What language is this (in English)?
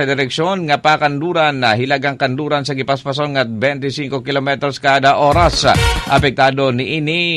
Cebuano